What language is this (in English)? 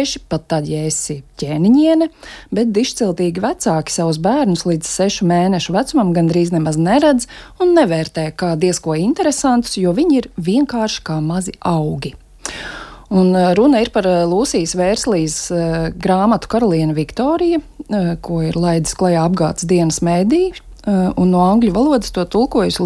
Latvian